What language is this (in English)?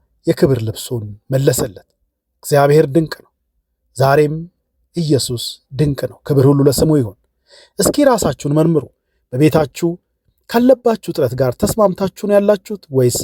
Amharic